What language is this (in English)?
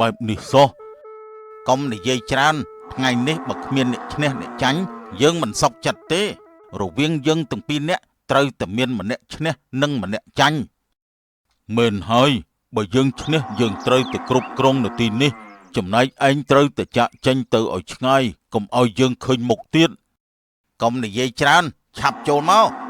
Khmer